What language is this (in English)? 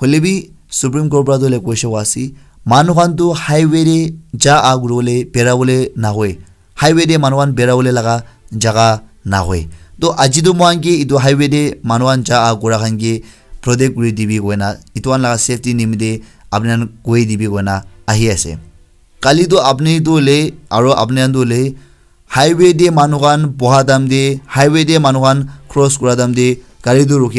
Naga Pidgin